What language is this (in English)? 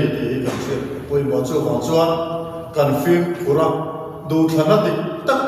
Mizo